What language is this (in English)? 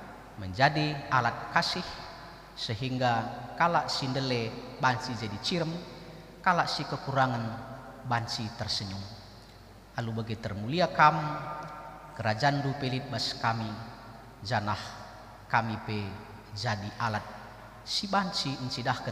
Batak Karo